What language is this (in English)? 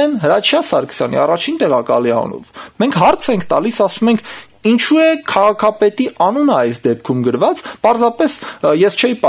Armenian